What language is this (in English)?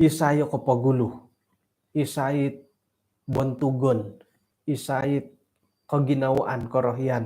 Central Dusun